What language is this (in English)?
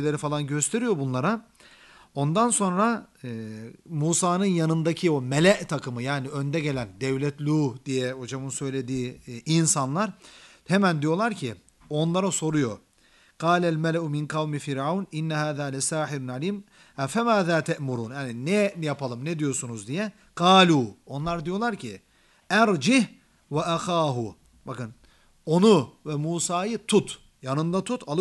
Turkish